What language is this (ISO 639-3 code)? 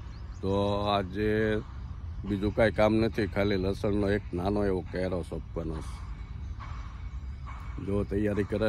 guj